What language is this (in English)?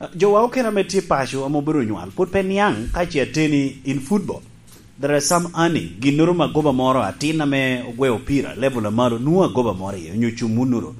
Lango (Uganda)